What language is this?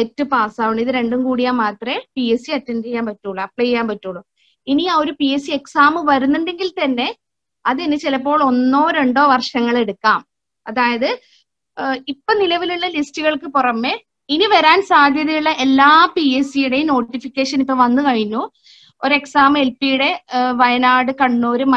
Malayalam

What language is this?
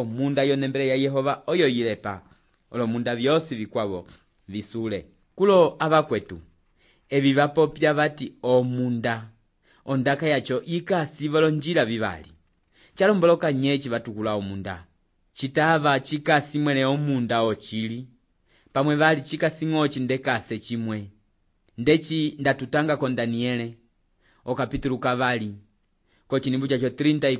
Umbundu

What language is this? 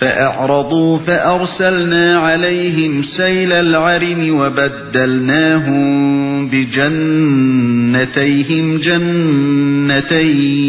Uyghur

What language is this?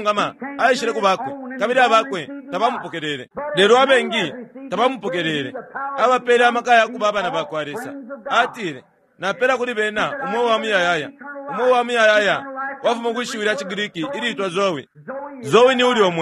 Bemba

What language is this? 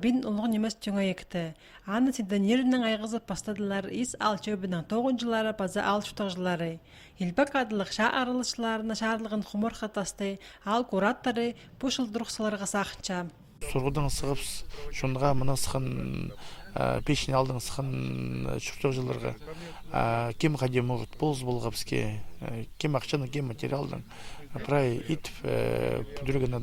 Khakas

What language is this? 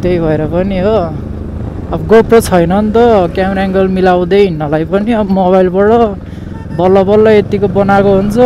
Nepali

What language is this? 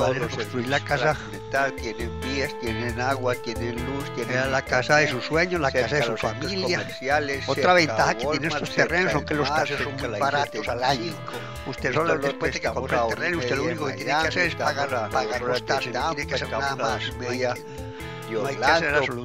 Spanish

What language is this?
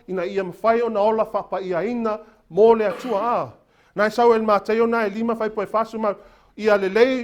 Samoan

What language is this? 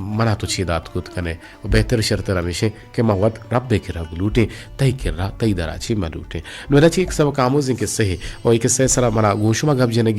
Eastern Balochi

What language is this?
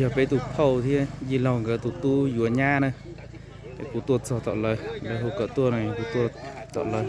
Hmong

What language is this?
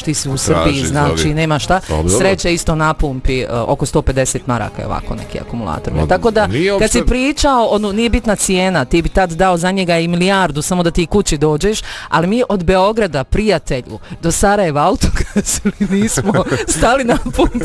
Bosnian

